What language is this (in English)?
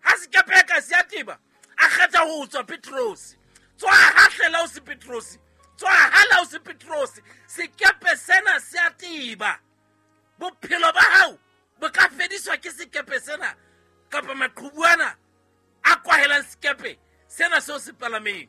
Southern Sotho